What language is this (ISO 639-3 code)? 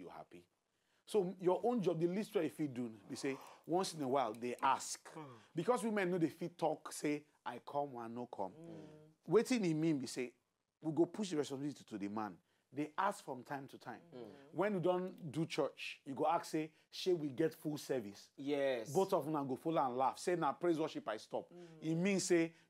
pcm